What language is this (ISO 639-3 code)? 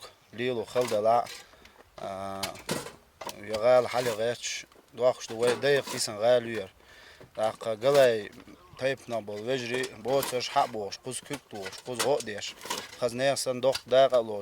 che